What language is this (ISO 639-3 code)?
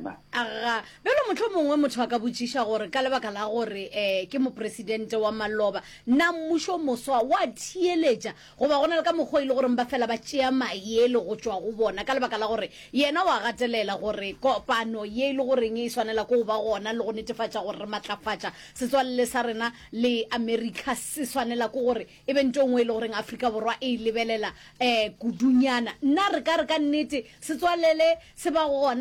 nso